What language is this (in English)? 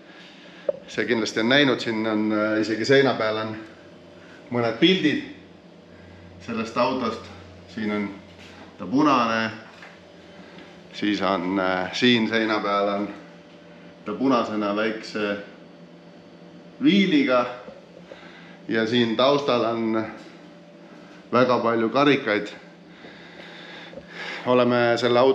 Estonian